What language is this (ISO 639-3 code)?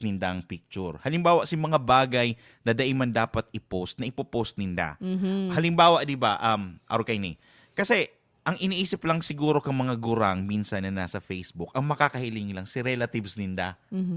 bik